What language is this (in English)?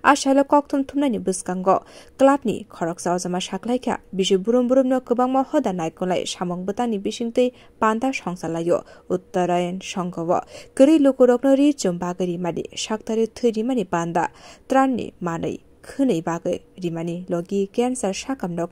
Kok Borok